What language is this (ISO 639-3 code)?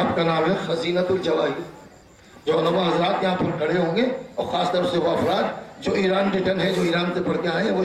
urd